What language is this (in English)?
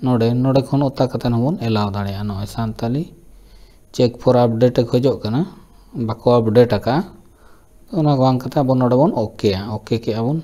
Santali